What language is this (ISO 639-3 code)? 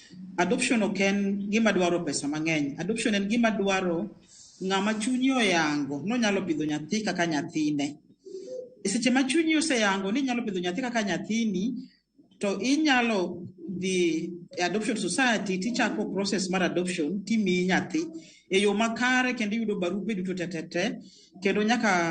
luo